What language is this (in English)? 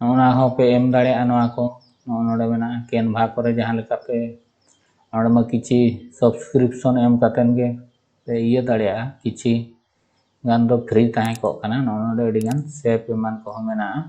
Santali